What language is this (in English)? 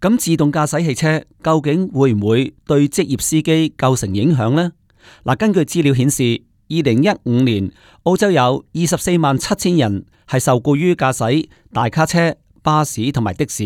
Cantonese